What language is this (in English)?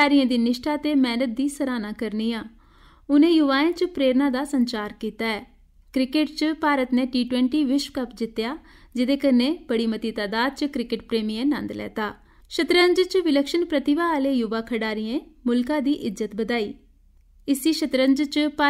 Dogri